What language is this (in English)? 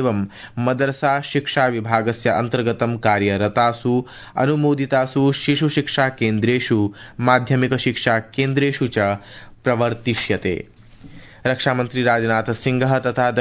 Sanskrit